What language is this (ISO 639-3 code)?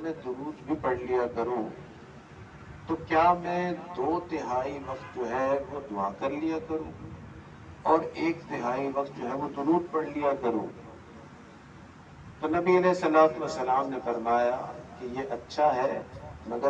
urd